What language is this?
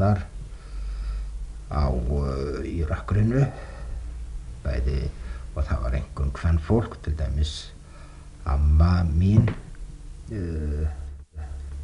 Icelandic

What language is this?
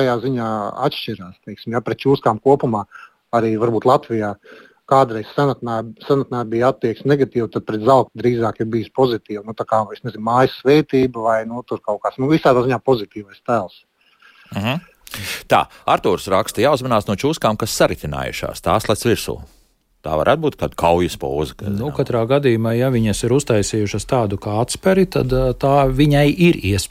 Latvian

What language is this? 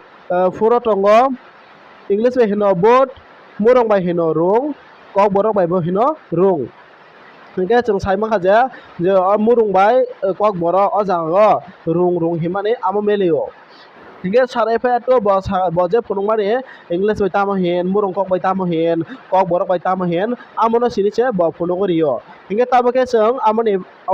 Kok Borok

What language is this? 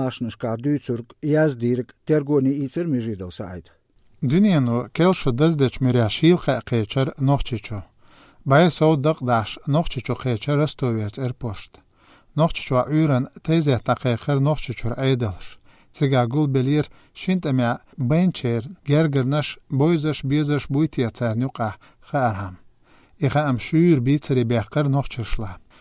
Chechen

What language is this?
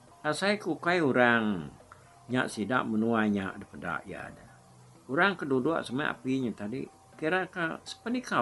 Iban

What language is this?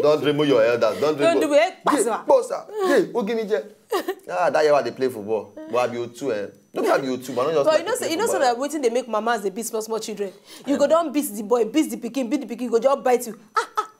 Nigerian Pidgin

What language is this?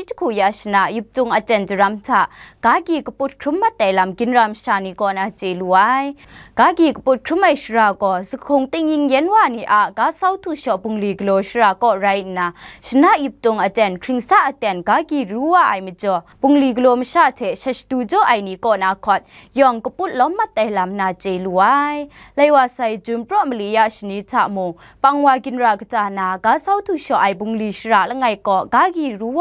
Kachin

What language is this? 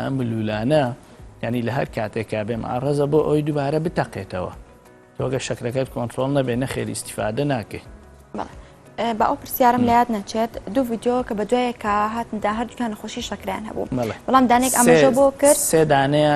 Central Kurdish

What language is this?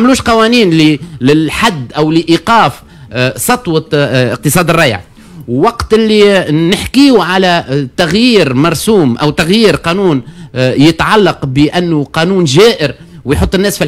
Tunisian Arabic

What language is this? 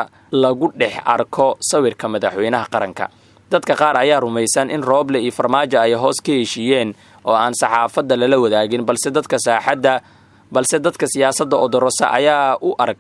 Somali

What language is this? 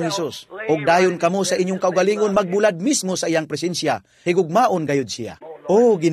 Cebuano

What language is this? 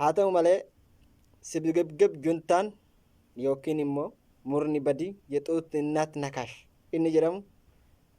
Oromo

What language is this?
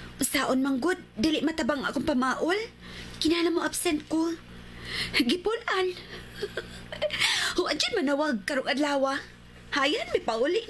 Cebuano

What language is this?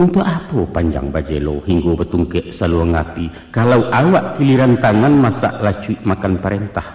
Minangkabau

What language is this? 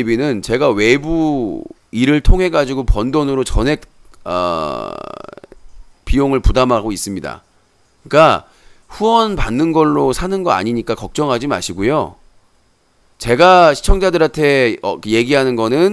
Korean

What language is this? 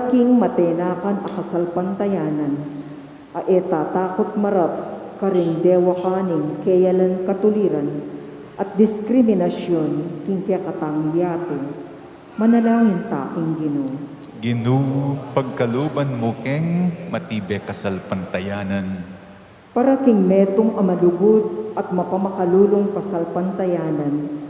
Pampanga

